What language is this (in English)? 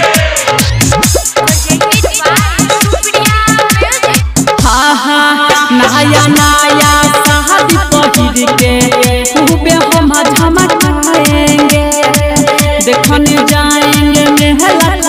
Bhojpuri